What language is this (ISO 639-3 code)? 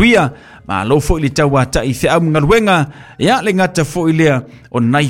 smo